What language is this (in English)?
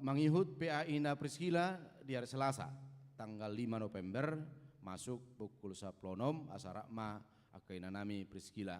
Batak Toba